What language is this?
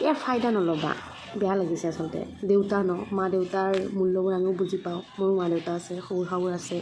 Assamese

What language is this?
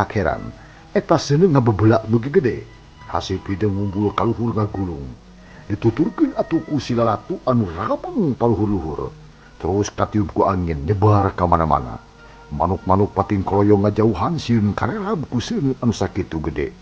Sundanese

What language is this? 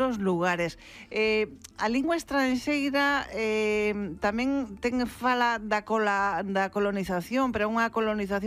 Galician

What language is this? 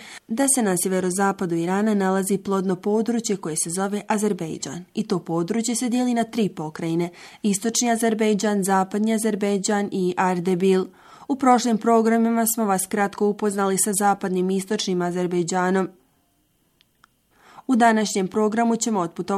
Bosnian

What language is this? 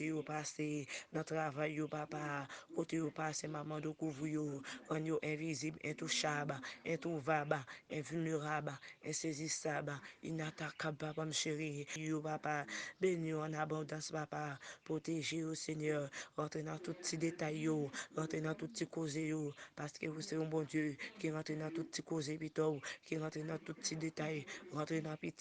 Haitian Creole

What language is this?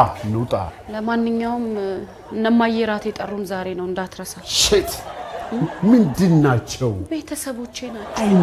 Amharic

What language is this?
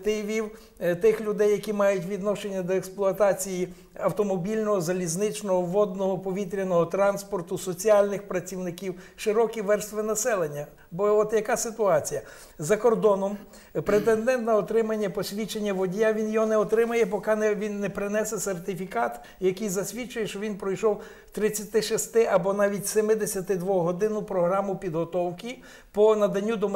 Ukrainian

